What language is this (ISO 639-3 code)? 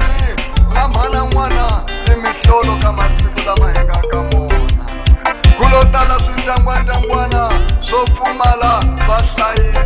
tso